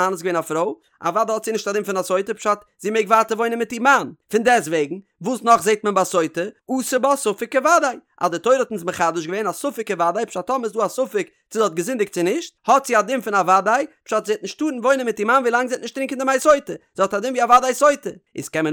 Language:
Yiddish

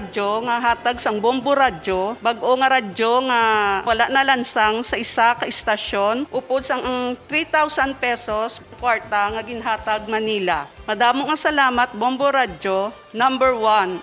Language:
Hiligaynon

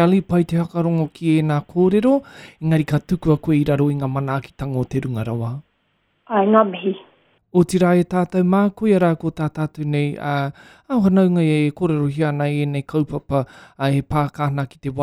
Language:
Māori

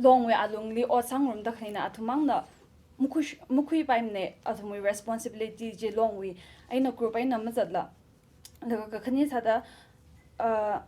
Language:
Tangkhul Naga (India)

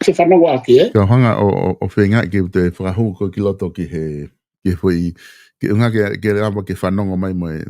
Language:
Tongan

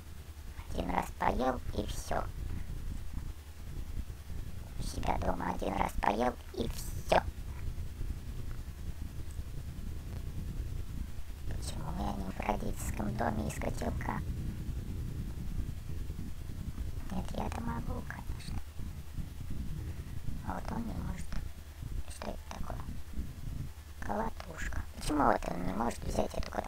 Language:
Russian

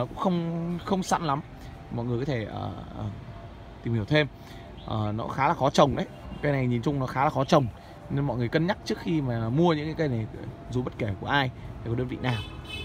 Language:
Vietnamese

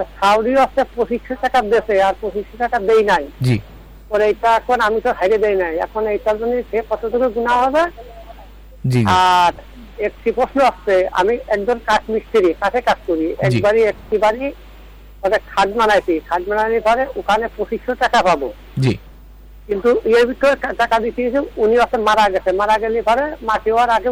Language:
Bangla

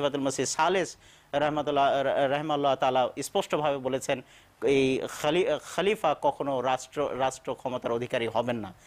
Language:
Bangla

